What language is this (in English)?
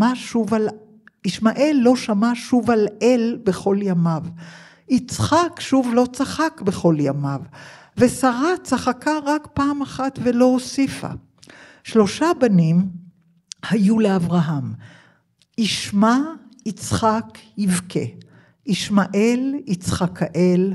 Hebrew